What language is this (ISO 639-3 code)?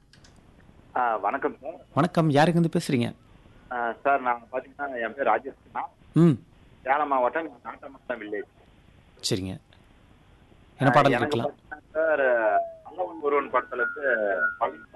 tam